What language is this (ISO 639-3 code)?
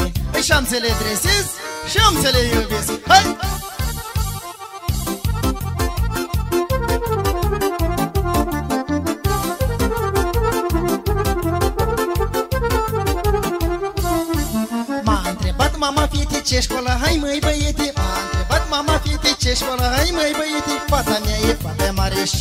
ron